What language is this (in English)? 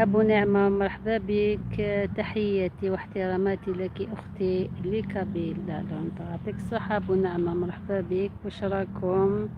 Algerian Arabic